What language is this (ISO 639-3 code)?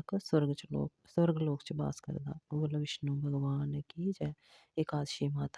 doi